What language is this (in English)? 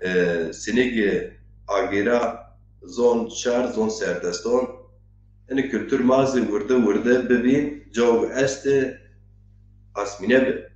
Zaza